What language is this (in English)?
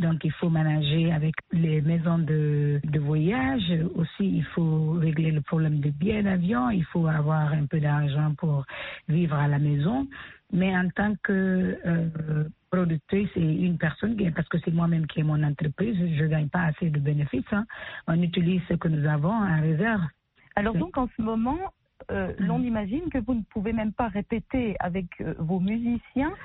French